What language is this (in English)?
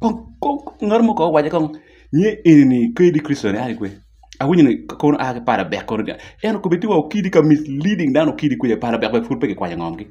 Acoli